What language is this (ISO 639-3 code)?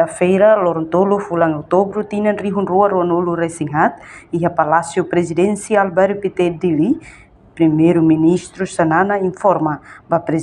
tet